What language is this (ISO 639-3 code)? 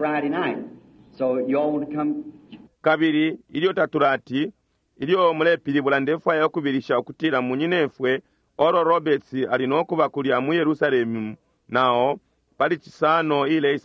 bem